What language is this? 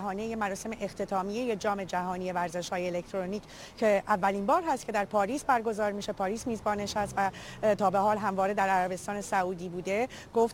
Persian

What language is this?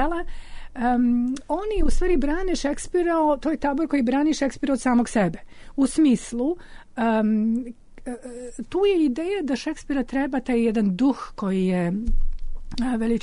Serbian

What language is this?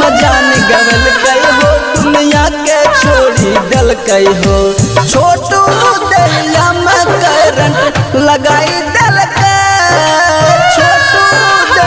Bhojpuri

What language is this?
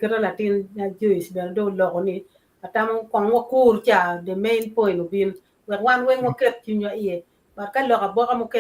Acoli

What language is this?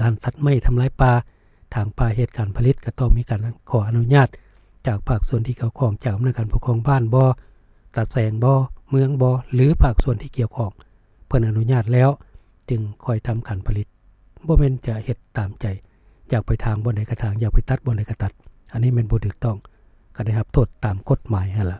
Lao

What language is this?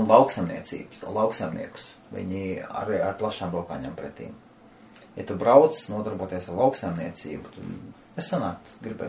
Latvian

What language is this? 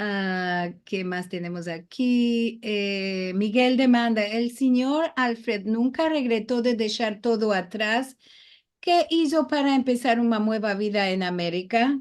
Ladino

